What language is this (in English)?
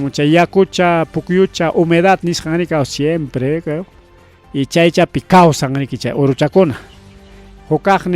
Ayacucho Quechua